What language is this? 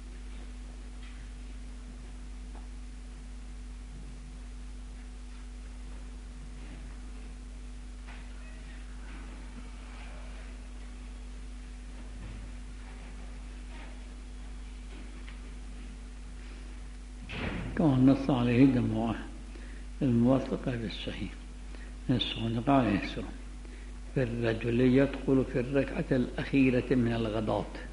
Persian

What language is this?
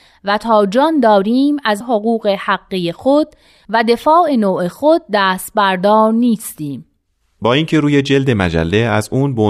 Persian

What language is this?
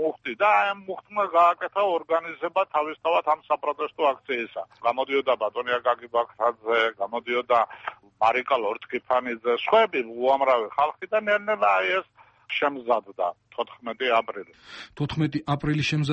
Georgian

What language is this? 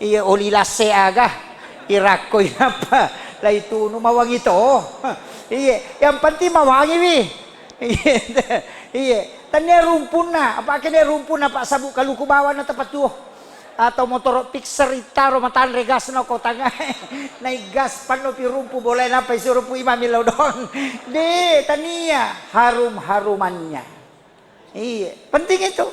Buginese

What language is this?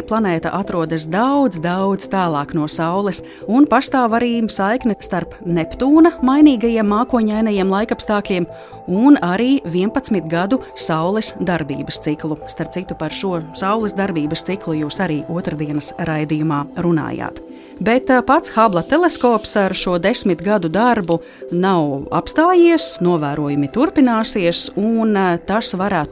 Latvian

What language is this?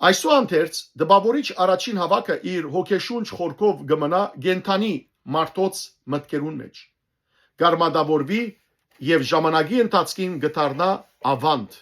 Western Armenian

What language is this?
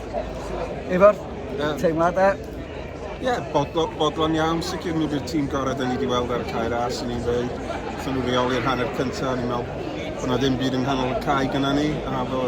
Welsh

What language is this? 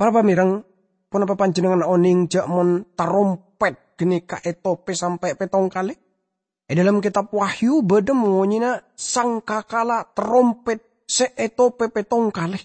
Madurese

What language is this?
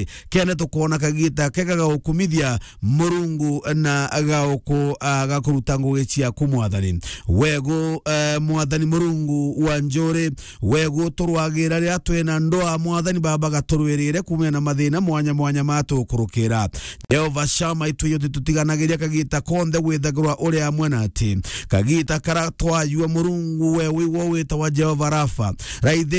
Meru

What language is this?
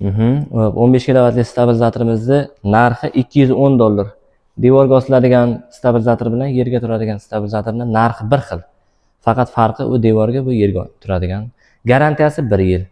Uzbek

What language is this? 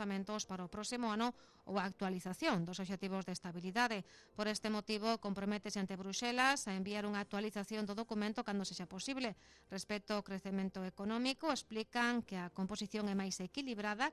Galician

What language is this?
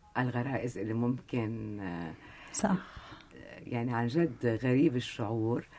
North Levantine Arabic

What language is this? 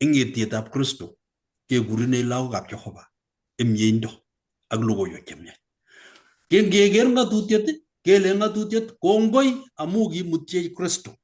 Kalenjin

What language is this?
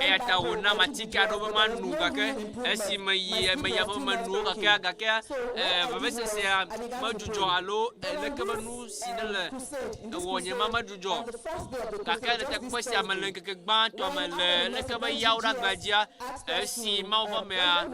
Ewe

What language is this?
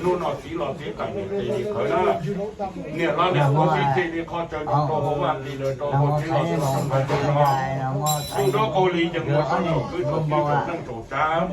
Hmong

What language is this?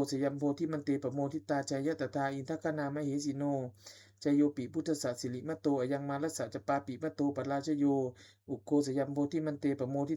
Pali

